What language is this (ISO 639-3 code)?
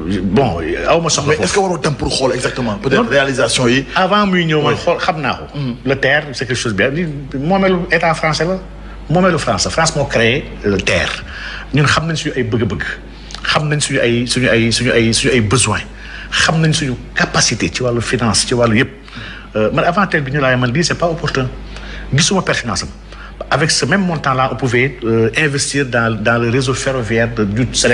wol